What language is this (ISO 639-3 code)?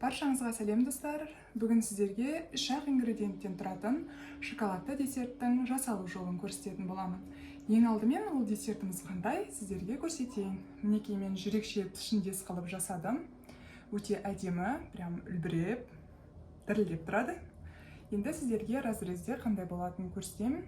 kaz